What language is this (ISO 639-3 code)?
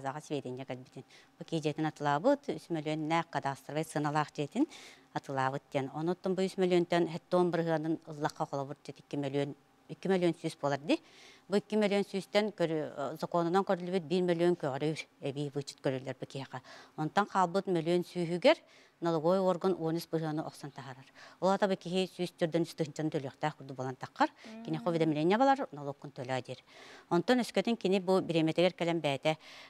sah